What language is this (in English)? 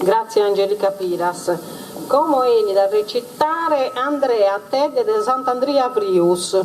Sardinian